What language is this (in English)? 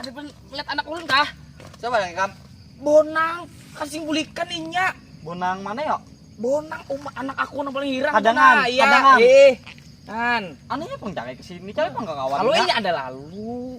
Banjar